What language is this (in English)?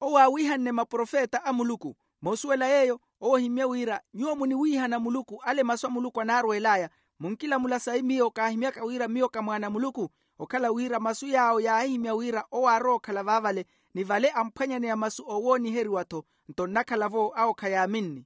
Makhuwa